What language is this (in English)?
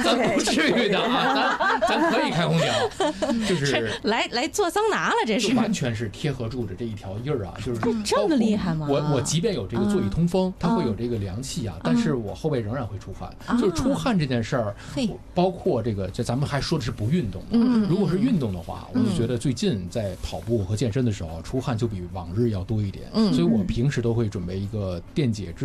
Chinese